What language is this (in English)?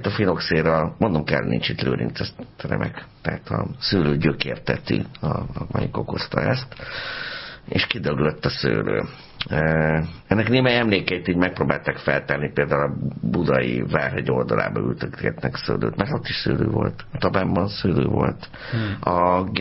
Hungarian